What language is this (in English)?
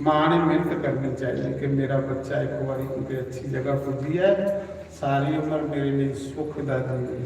Dogri